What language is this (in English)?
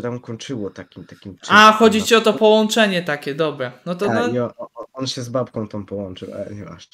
Polish